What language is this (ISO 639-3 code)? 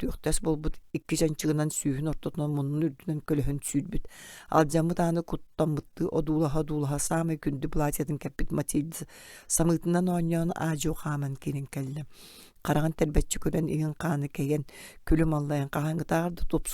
sah